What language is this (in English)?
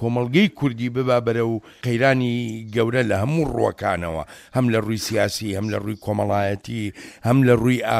Central Kurdish